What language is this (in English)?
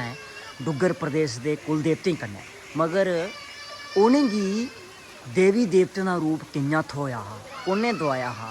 Dogri